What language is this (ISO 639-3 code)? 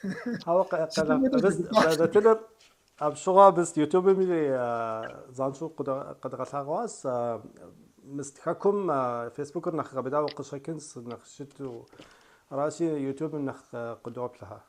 kbd